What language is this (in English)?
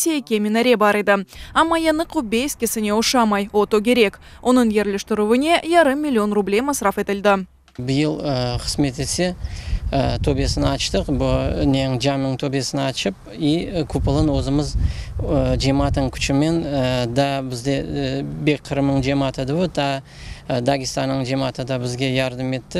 Crimean Tatar